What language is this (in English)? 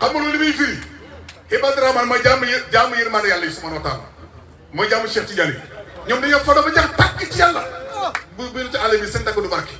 Wolof